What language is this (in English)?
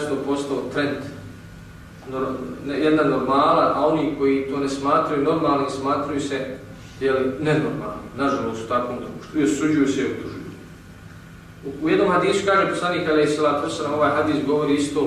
Bosnian